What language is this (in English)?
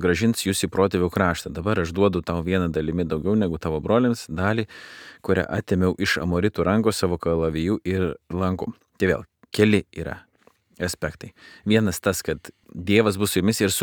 Lithuanian